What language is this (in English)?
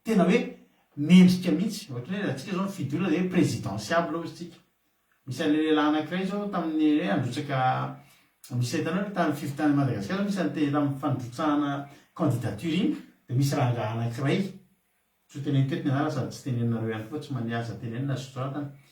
Malagasy